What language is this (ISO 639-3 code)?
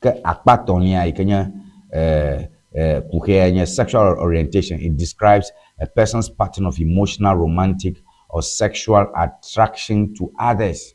ewe